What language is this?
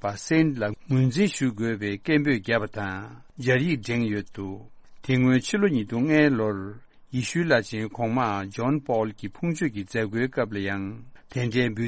Tibetan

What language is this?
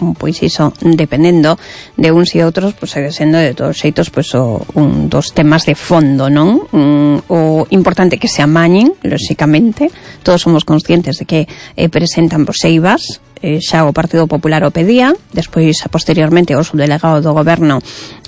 Galician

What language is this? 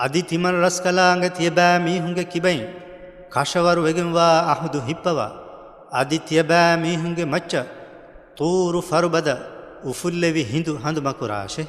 Divehi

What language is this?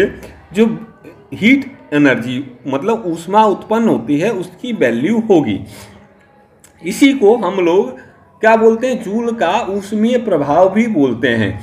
Hindi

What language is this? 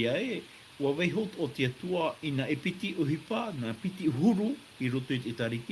Tahitian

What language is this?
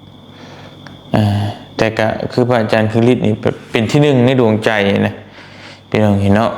Lao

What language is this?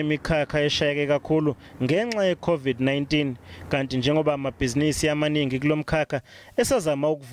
Zulu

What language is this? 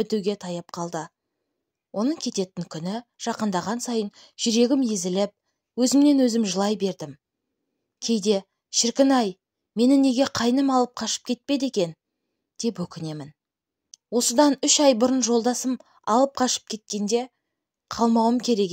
Kazakh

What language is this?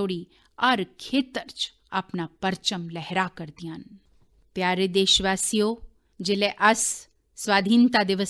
Dogri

